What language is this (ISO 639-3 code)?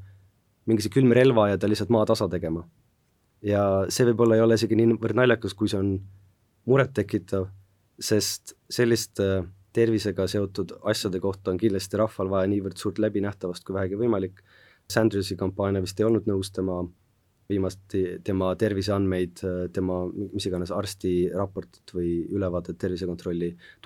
est